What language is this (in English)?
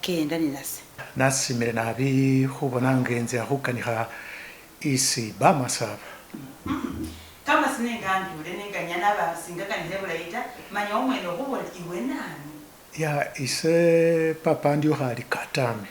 Masaaba